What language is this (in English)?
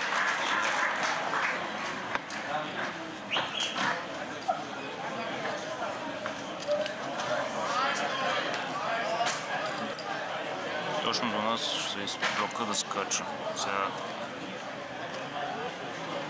Bulgarian